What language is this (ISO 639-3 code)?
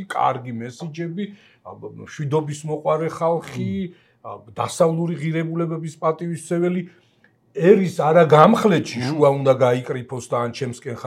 kat